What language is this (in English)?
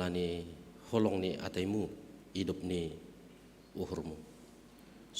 Batak Simalungun